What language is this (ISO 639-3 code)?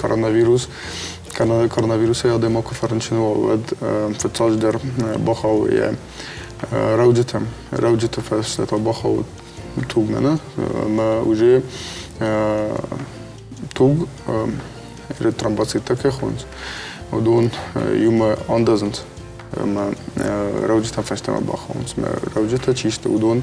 oss